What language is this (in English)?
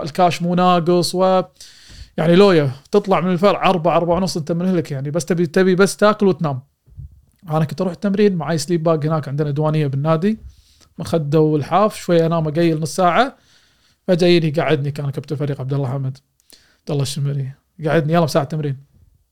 Gulf Arabic